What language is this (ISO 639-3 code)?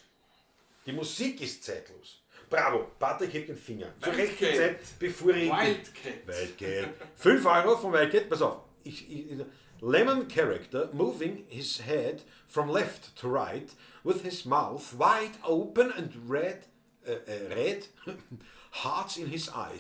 bar